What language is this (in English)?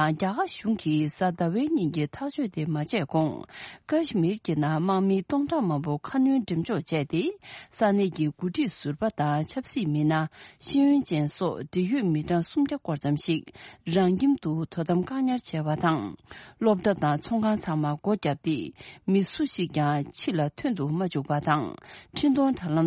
Tibetan